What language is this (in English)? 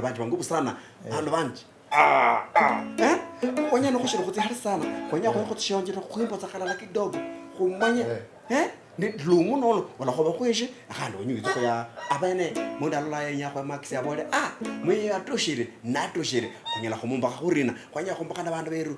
Luyia